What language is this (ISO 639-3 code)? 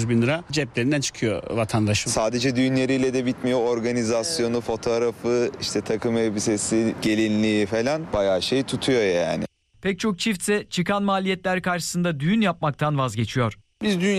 tur